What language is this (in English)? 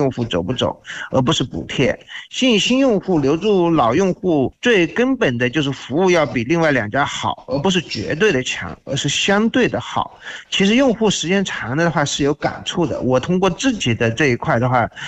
Chinese